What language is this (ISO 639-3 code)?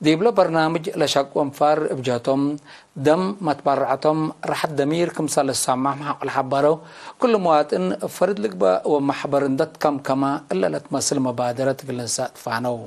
tig